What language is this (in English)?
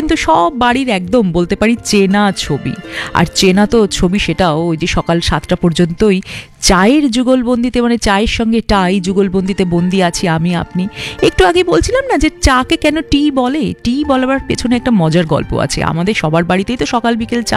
Bangla